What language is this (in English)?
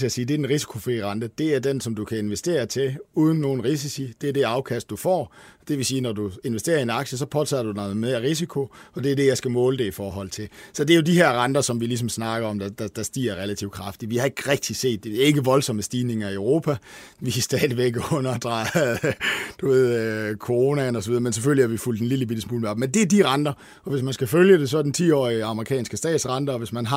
Danish